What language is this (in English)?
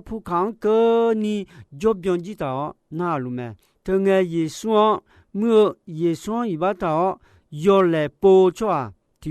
Akha